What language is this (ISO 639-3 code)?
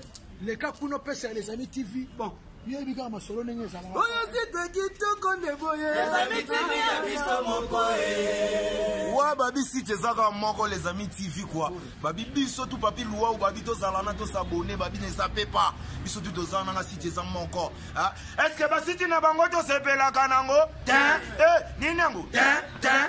lin